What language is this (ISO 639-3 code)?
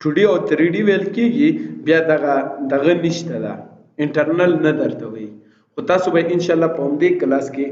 pus